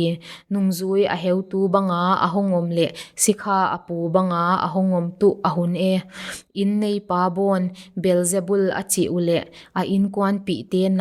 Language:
Paite Chin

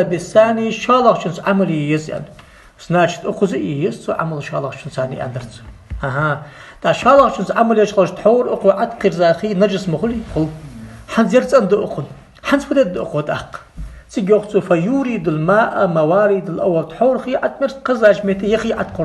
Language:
Ingush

